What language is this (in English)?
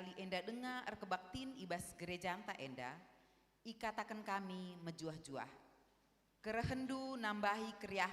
Batak Karo